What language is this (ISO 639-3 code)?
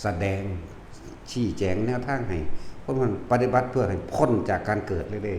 tts